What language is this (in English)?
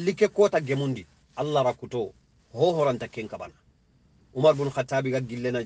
Soninke